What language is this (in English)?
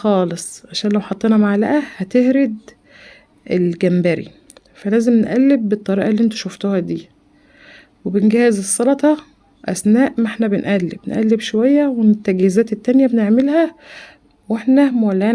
Egyptian Arabic